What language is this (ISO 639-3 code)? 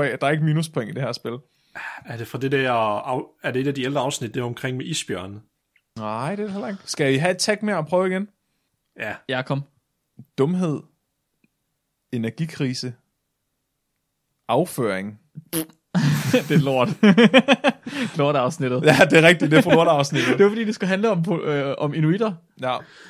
dan